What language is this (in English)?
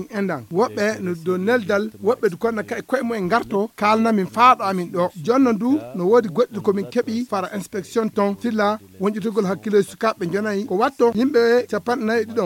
Nigerian Fulfulde